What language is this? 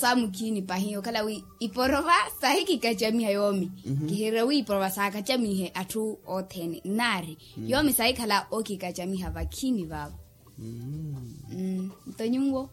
Makhuwa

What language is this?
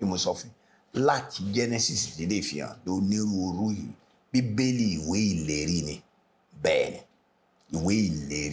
Yoruba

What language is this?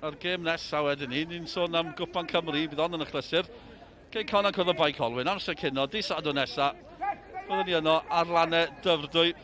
Welsh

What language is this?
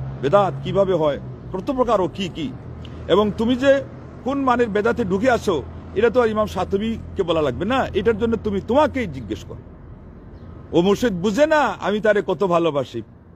Bangla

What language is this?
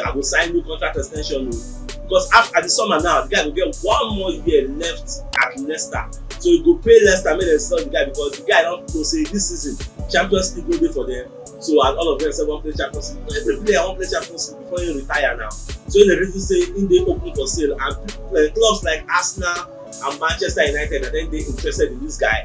Nigerian Pidgin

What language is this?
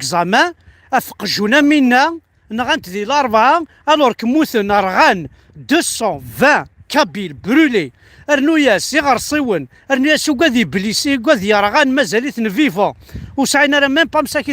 Kabyle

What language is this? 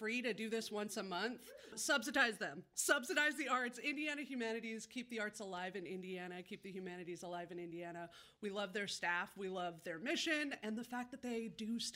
English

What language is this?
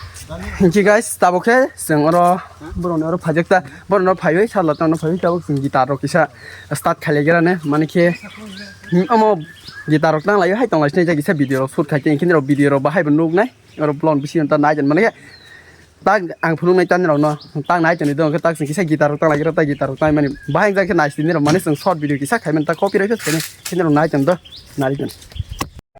Kok Borok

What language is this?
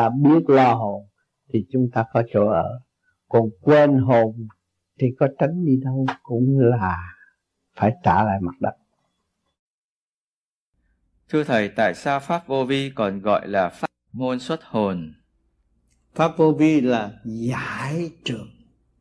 Vietnamese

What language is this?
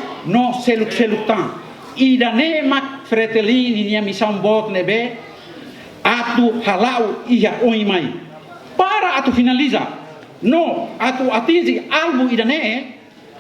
Tetum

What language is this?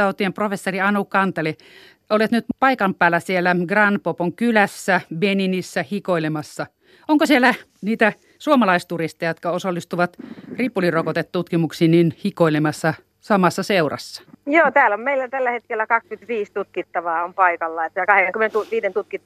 Finnish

